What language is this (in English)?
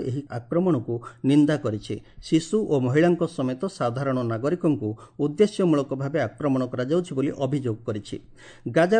Odia